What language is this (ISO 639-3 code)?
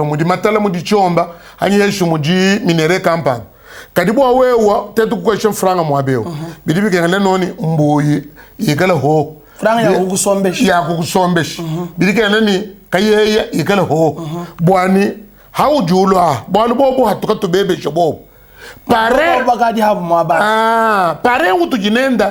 lua